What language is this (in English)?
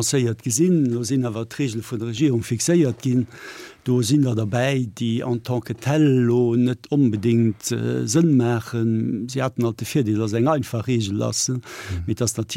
Luxembourgish